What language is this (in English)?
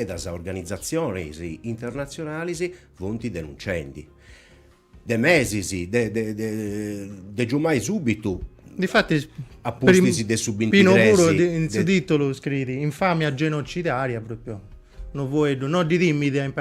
Sardinian